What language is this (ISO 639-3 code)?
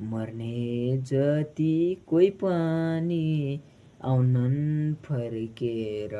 nep